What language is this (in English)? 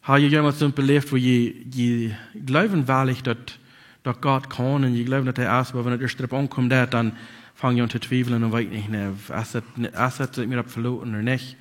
Plautdietsch